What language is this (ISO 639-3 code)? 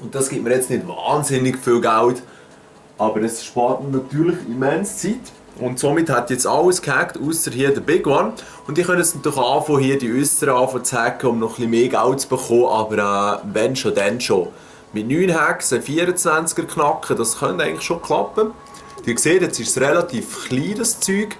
gsw